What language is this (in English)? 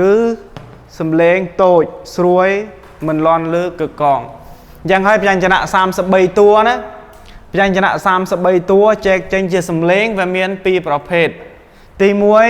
Khmer